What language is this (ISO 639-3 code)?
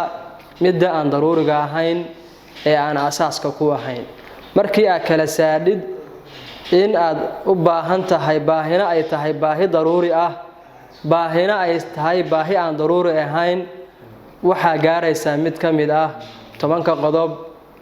som